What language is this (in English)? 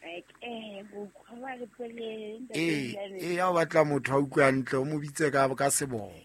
Southern Sotho